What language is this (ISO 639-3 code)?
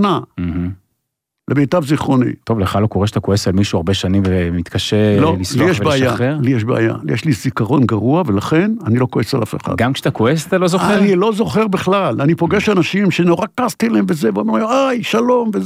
heb